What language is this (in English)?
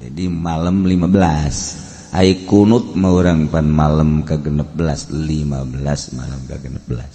Sundanese